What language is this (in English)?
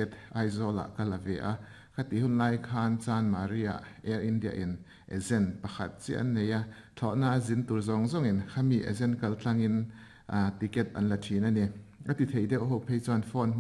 Mizo